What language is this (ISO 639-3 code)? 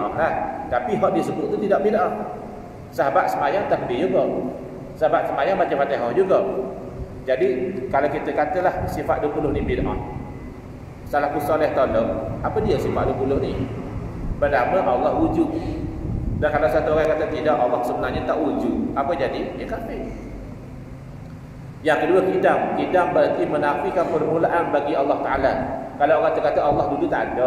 msa